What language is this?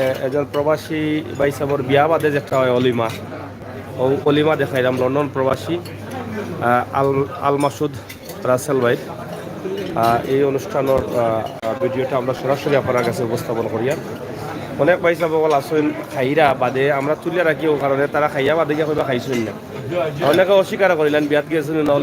Sylheti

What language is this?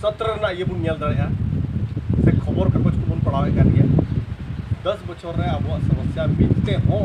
Santali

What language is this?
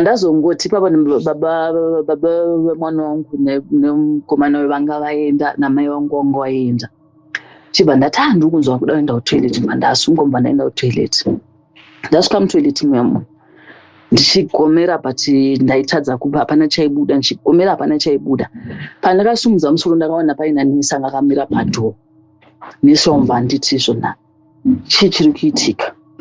Shona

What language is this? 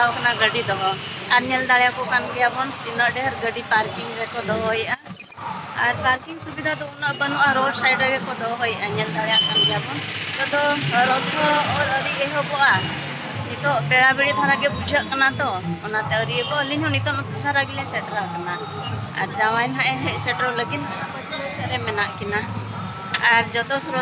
Santali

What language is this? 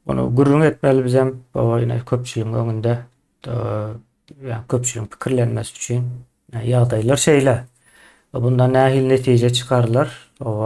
Turkmen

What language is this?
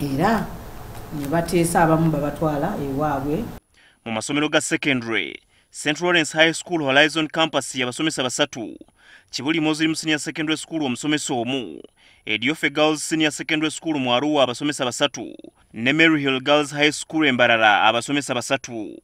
Ganda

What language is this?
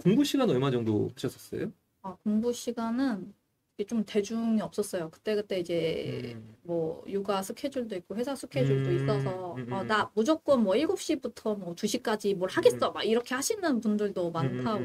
Korean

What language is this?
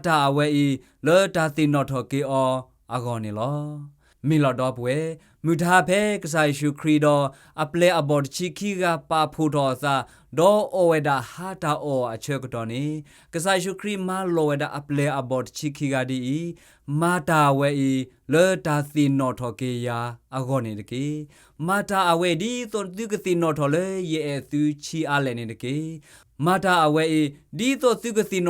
S'gaw Karen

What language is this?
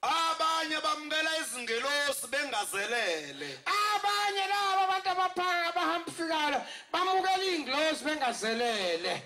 Zulu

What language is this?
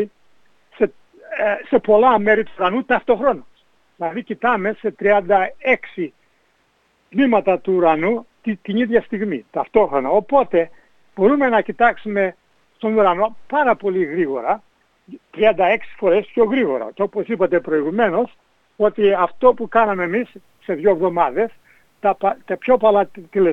Greek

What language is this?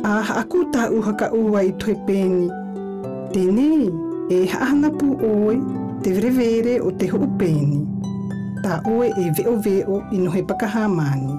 South Marquesan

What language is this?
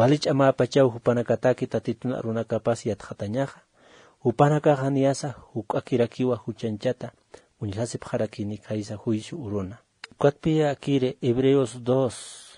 Aymara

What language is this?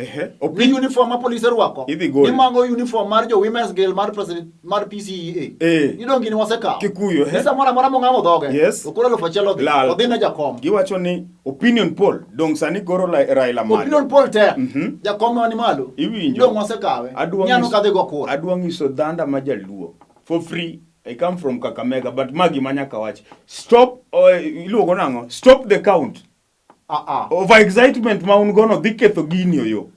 Luo (Kenya and Tanzania)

